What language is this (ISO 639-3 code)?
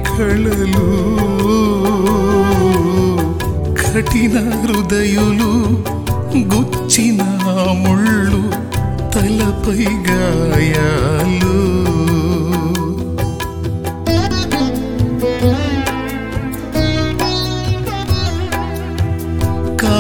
tel